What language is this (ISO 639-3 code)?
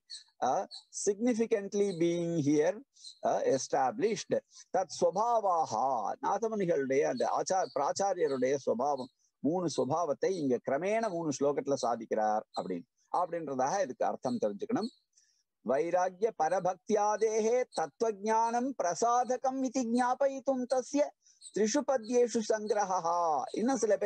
tam